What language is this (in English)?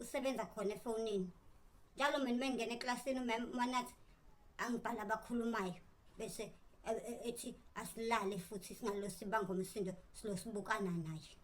Zulu